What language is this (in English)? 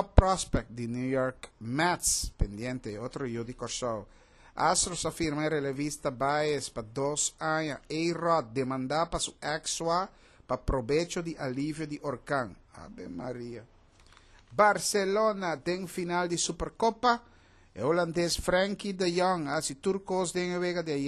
Papiamento